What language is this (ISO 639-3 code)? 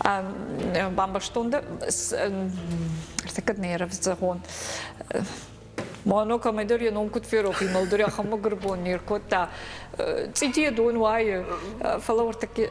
oss